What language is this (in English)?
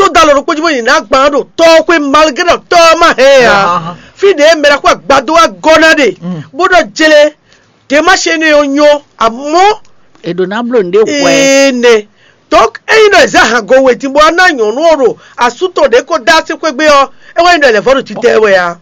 Fon